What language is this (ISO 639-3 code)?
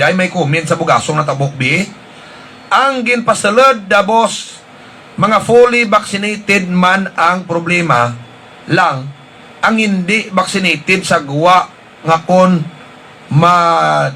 hil